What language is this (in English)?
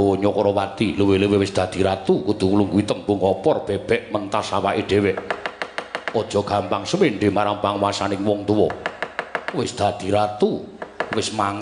Javanese